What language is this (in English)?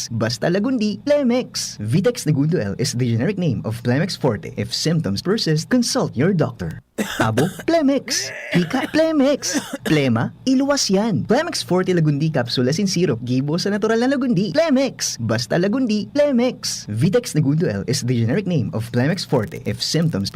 Bikol